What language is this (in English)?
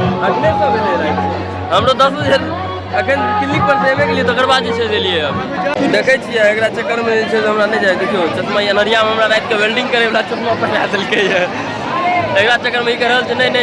Maithili